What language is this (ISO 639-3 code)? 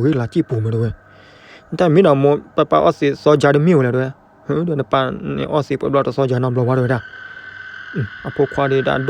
ksw